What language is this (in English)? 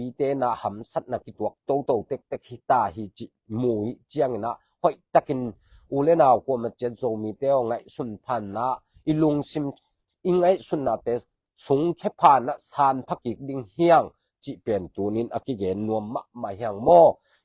Tedim Chin